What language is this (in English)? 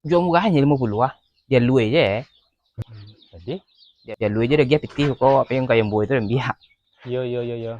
Minangkabau